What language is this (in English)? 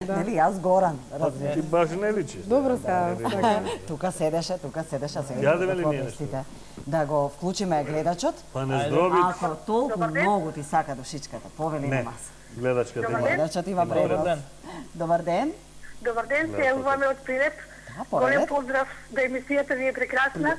Macedonian